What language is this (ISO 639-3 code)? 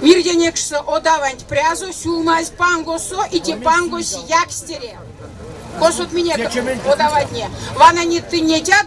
myv